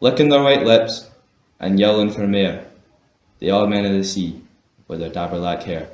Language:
Scots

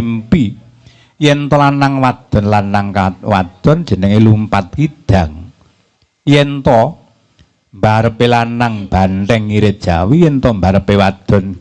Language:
Javanese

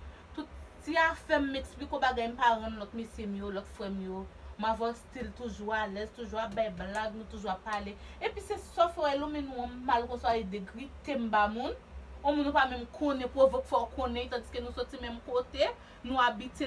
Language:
Haitian Creole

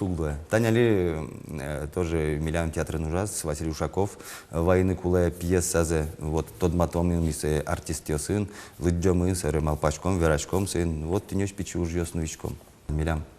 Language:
Udmurt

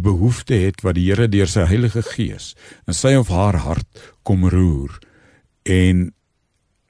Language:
Afrikaans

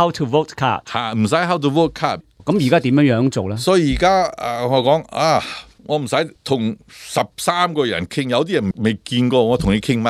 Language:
Cantonese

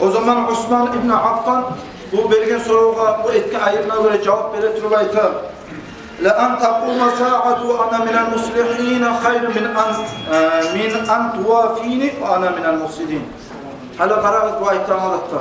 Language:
Kumyk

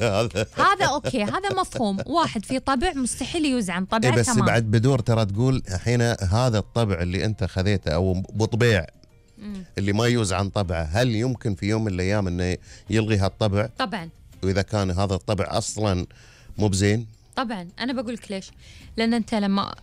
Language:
Gulf Arabic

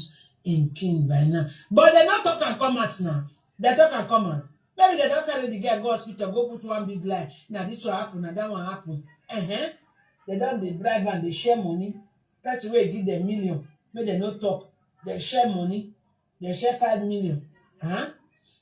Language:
Nigerian Pidgin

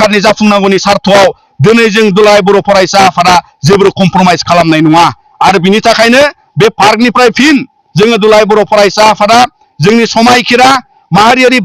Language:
Bodo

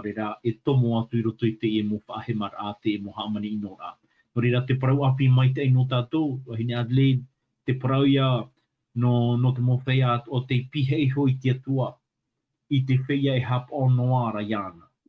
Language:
Tahitian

